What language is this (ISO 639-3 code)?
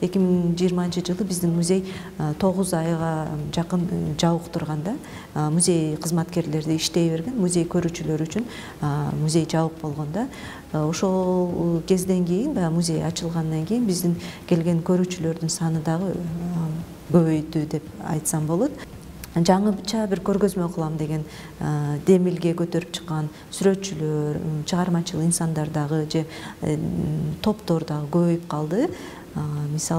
kir